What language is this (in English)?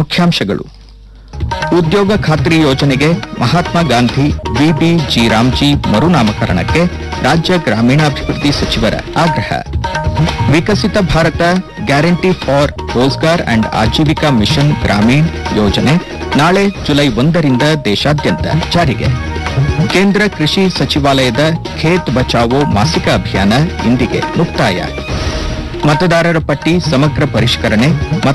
Kannada